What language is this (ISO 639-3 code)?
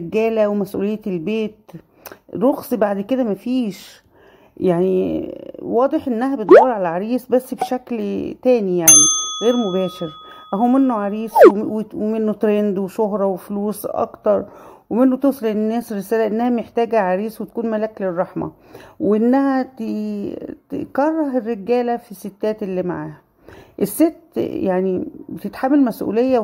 arz